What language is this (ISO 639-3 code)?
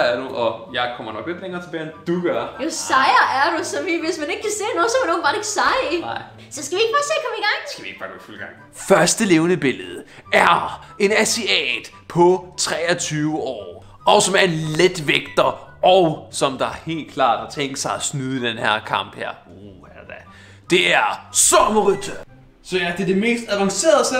dan